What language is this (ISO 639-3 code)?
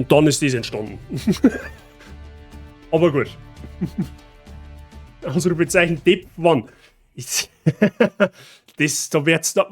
bar